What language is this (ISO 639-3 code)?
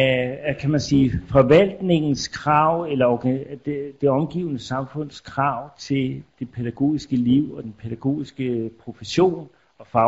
dan